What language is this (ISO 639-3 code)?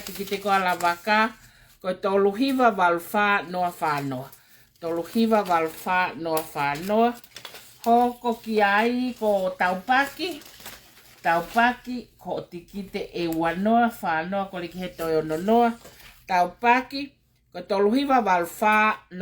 ton